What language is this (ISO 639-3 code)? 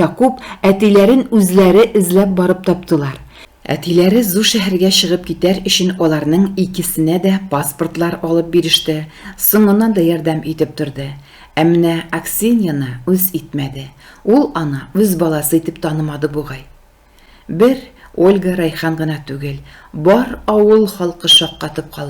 tat